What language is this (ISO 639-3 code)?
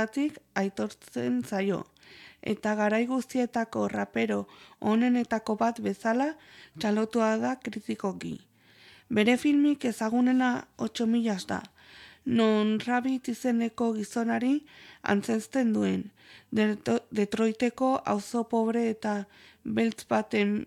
eus